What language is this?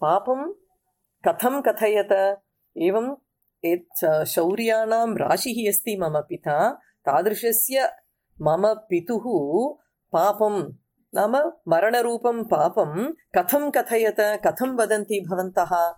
Sanskrit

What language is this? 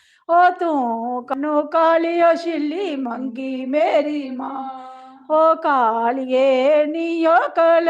Dogri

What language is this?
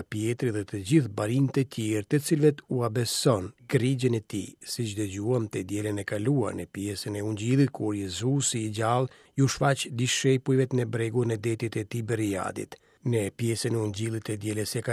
Albanian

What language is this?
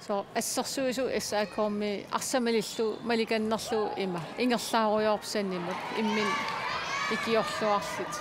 Kalaallisut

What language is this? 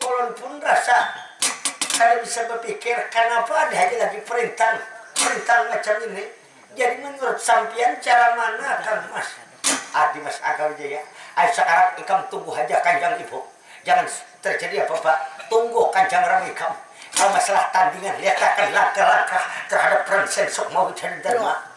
Banjar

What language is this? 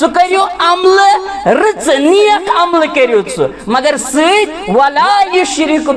Kashmiri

